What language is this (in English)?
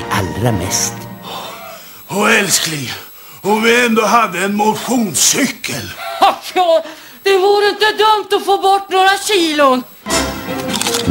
Swedish